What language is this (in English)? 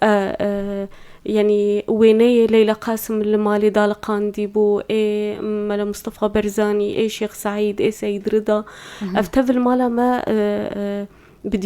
Kurdish